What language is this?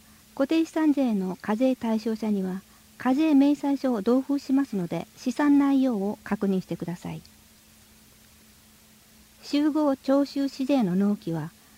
Japanese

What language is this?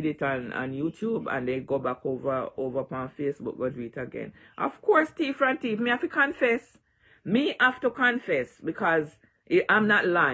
Jamaican Creole English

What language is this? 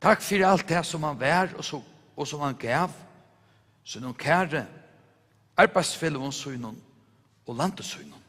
Faroese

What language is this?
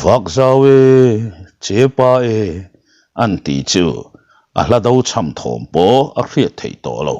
Mizo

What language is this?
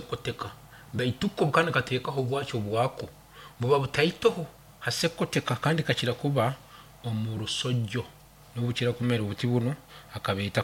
Nyankole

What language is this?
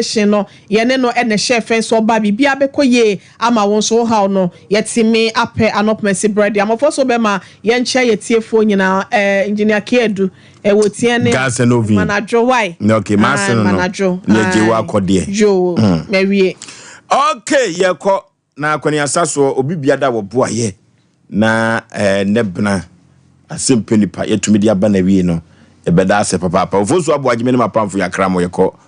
Akan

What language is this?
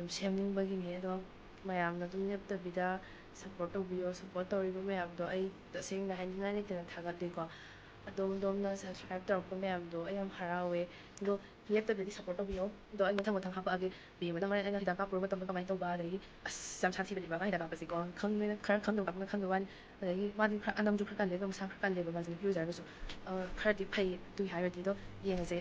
Manipuri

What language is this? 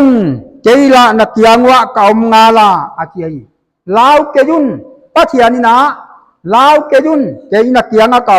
Paite Chin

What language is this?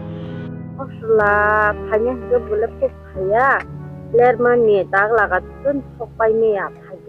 Kok Borok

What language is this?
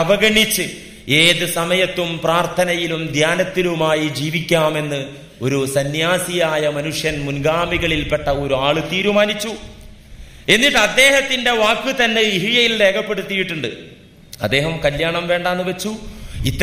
Malayalam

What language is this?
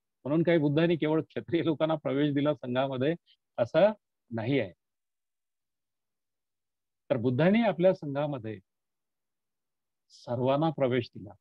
Marathi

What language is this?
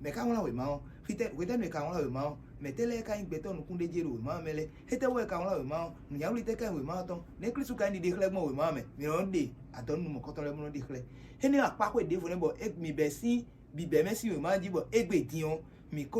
Fon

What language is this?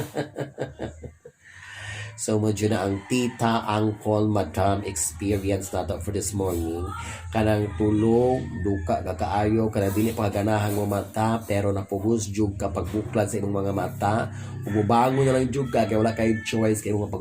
Cebuano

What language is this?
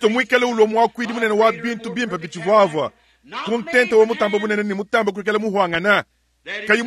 Luba-Lulua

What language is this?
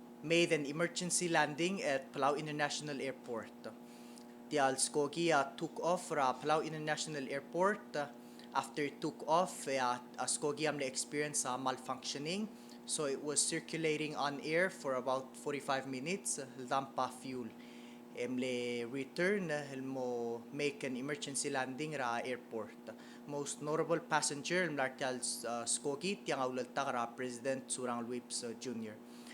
Palauan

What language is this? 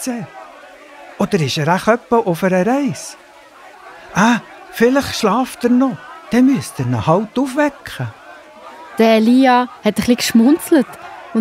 Swiss German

